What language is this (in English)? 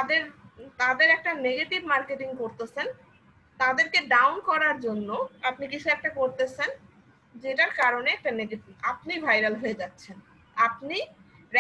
Bangla